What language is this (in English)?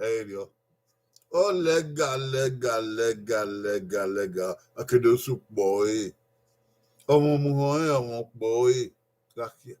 Bini